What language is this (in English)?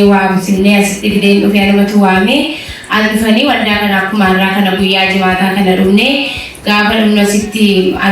Oromo